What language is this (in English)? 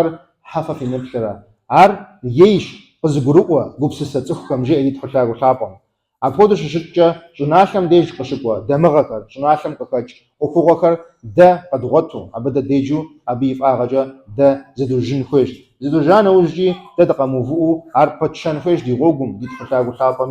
Kabardian